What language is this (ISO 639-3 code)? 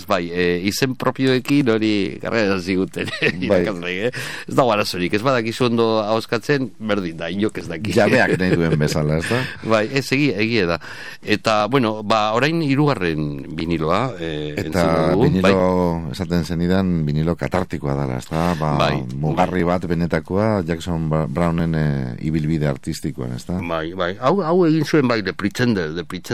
eus